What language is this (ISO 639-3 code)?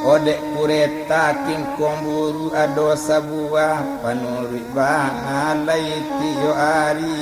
min